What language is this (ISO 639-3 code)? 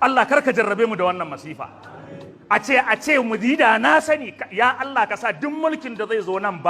hau